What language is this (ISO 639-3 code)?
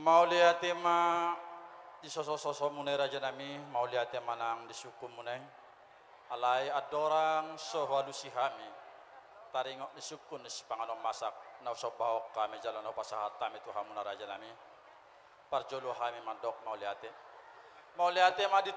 bbc